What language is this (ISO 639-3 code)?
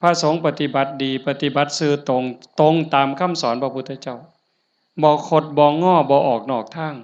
tts